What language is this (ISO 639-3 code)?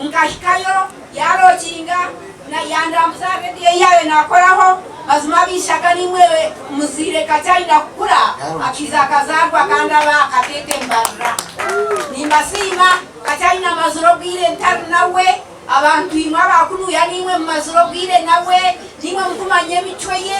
nyn